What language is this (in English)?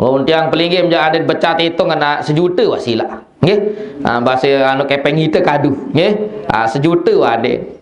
Sasak